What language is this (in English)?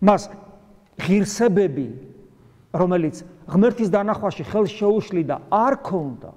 Georgian